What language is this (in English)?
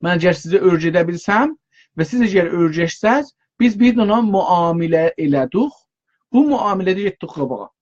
South Azerbaijani